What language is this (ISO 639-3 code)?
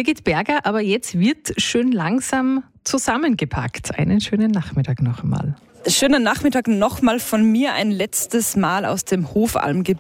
deu